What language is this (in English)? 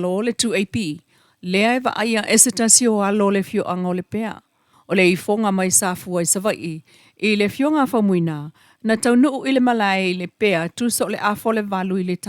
Samoan